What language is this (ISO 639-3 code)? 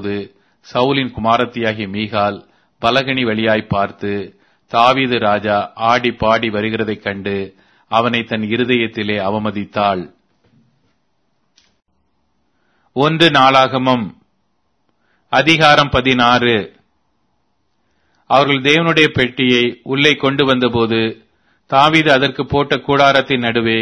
tam